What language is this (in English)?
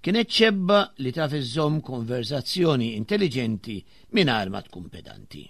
Maltese